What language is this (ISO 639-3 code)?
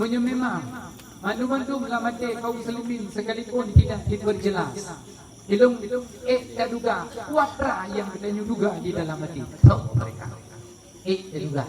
ace